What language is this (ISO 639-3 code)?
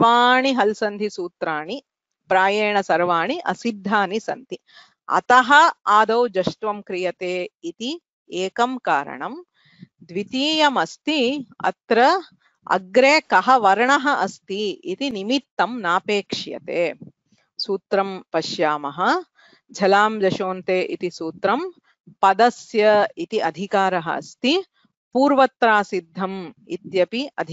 san